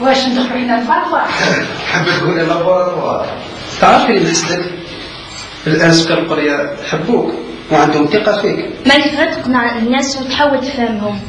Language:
Algerian Arabic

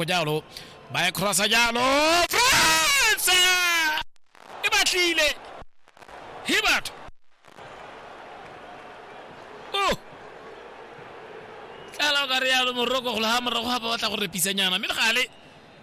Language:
Tswana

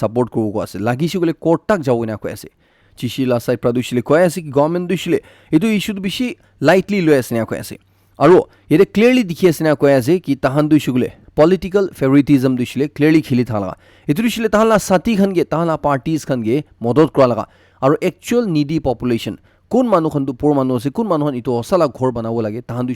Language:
Naga Pidgin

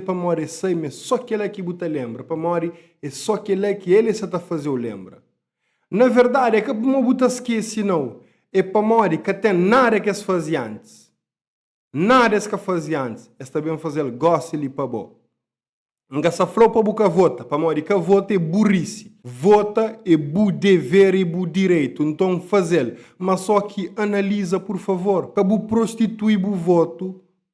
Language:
Kabuverdianu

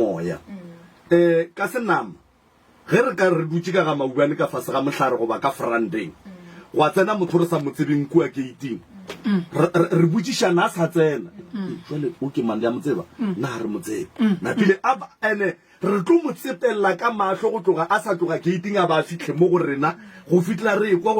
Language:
Northern Sotho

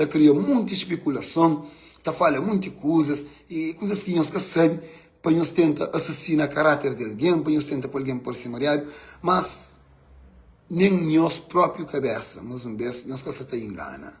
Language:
Kabuverdianu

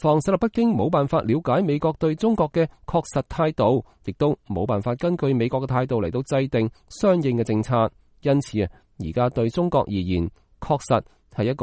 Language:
Cantonese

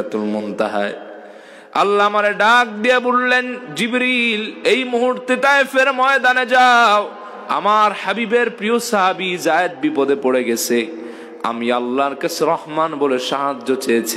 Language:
Bangla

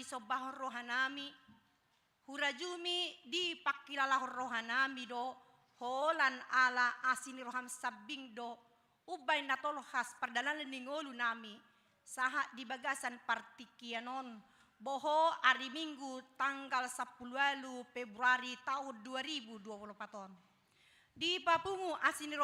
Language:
Batak Toba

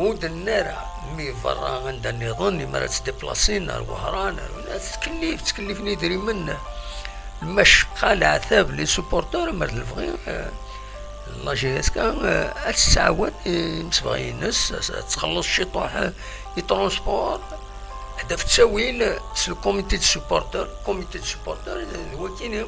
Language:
Kabyle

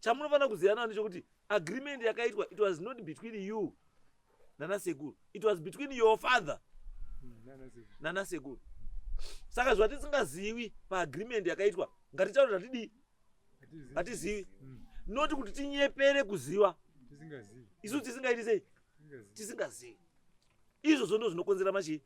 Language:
Shona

